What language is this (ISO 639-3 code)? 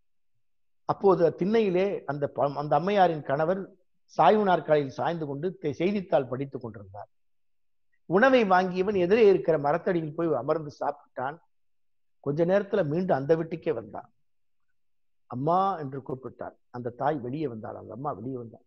tam